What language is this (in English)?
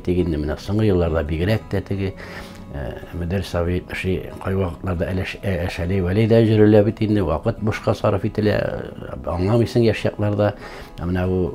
Tatar